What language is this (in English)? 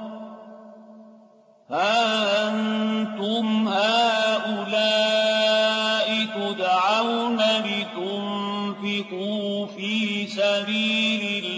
Arabic